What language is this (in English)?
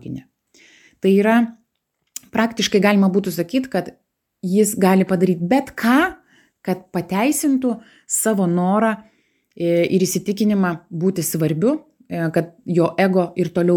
Lithuanian